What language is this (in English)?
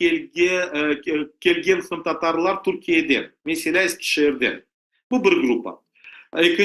Crimean Tatar